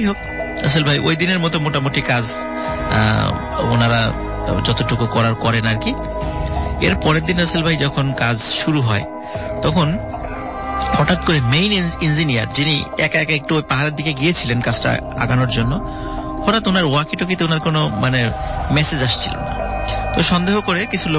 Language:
Bangla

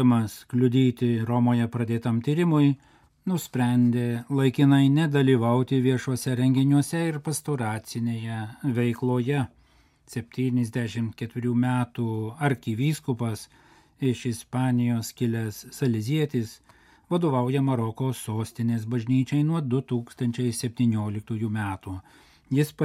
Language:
Lithuanian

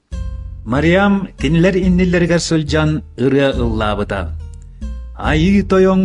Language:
Yakut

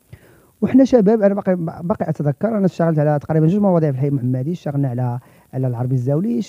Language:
Moroccan Arabic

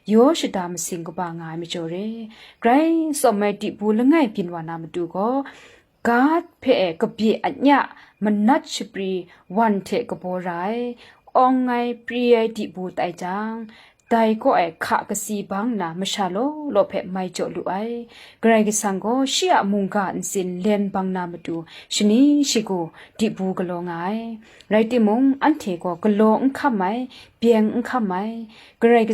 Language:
Kachin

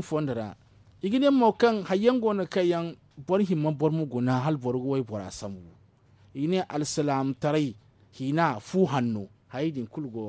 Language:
Zarma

